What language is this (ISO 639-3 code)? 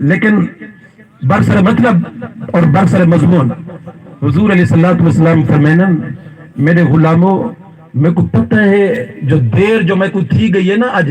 skr